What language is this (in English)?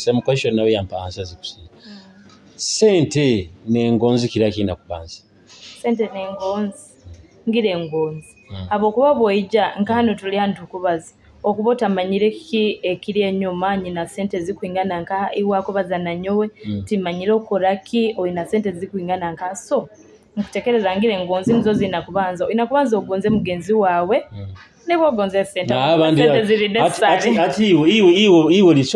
Nyoro